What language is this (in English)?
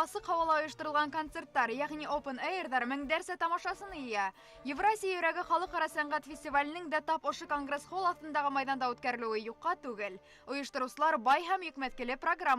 Bashkir